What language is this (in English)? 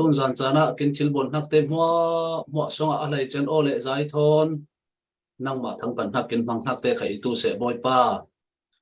Falam Chin